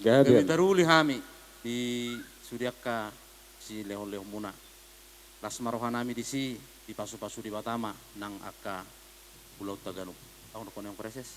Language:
Batak Toba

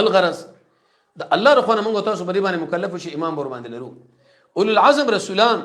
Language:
Pashto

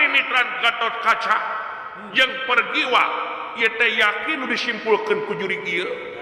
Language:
Sundanese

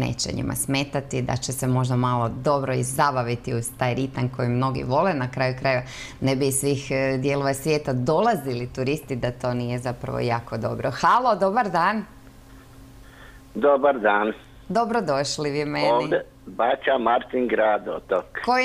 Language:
Croatian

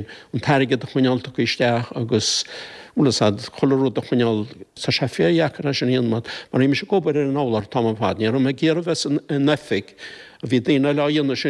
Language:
Irish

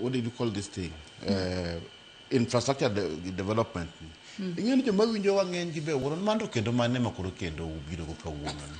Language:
Luo (Kenya and Tanzania)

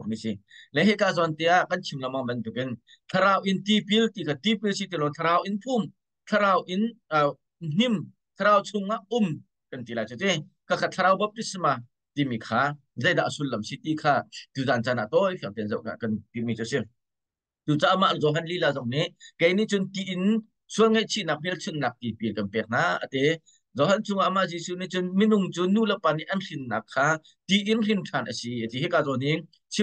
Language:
Hakha Chin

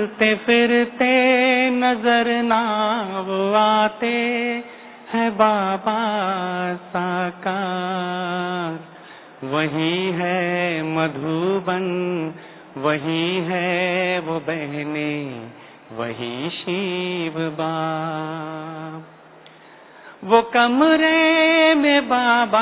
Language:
Hindi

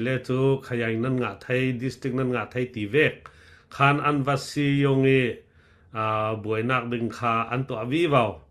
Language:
Falam Chin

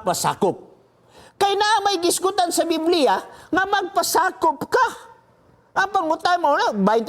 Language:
Cebuano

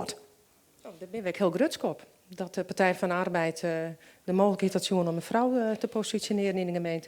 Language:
Western Frisian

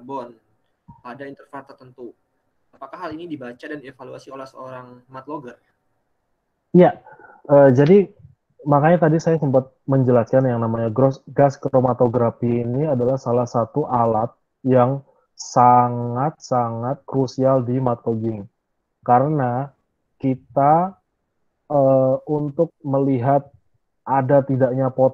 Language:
Indonesian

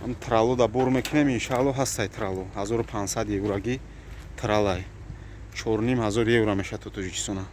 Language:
Tajik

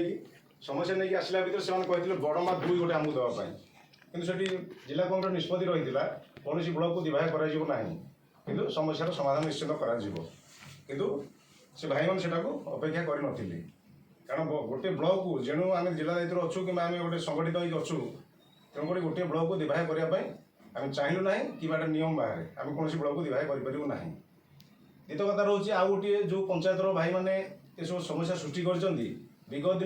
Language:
Odia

